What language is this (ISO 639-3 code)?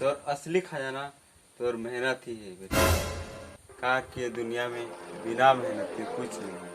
hne